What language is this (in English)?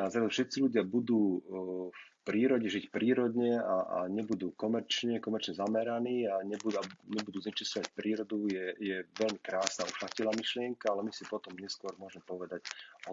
Slovak